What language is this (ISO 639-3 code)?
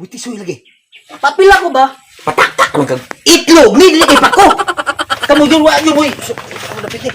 ceb